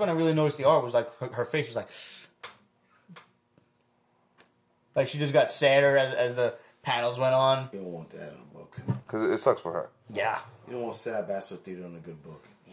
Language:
English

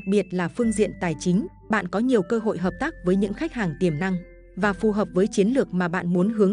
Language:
Vietnamese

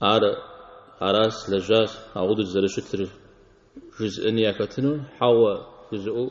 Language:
Kabardian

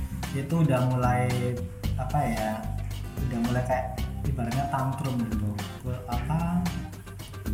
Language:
Indonesian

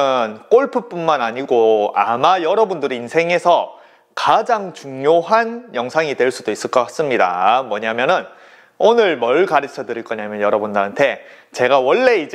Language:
Korean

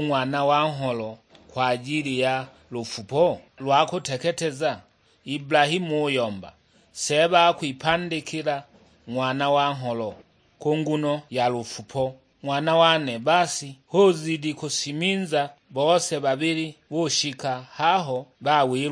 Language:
Sukuma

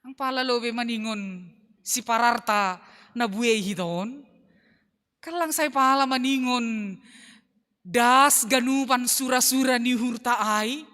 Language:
Batak Simalungun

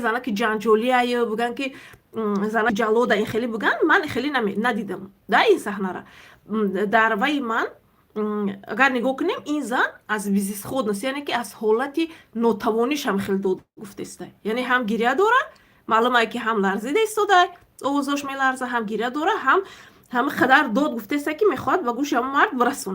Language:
Tajik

